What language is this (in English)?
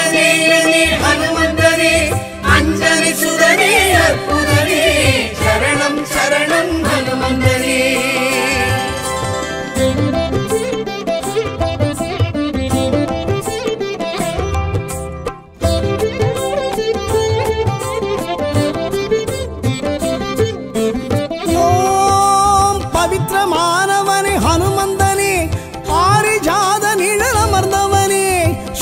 Tamil